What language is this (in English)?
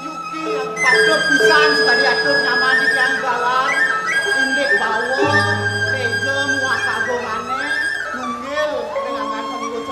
Balinese